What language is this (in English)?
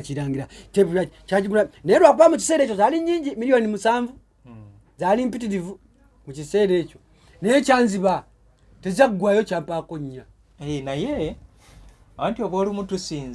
Ganda